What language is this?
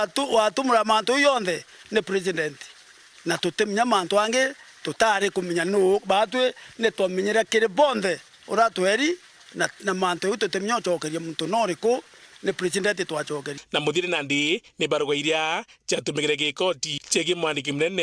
Meru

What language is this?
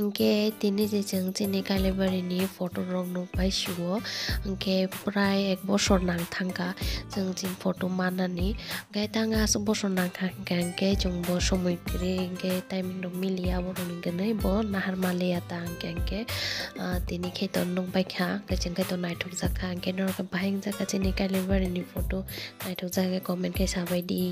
Kok Borok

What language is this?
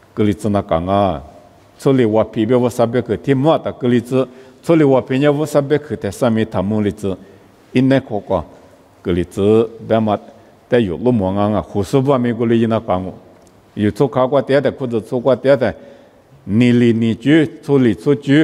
Lisu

